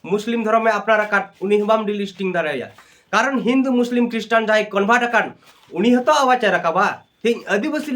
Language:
Santali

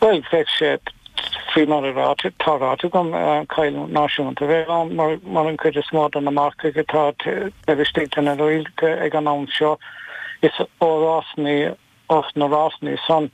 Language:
Irish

